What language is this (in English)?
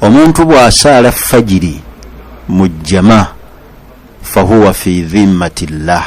Ganda